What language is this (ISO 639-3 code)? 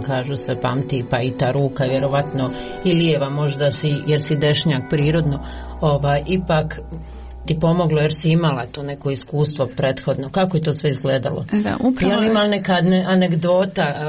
bos